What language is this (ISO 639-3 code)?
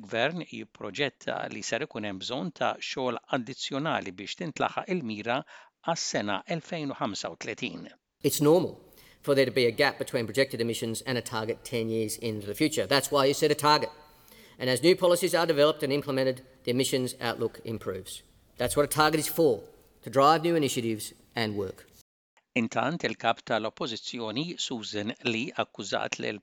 mlt